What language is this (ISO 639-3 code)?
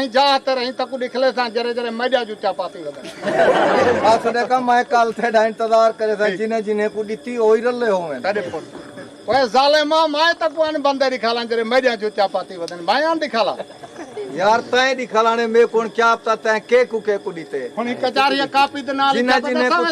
skr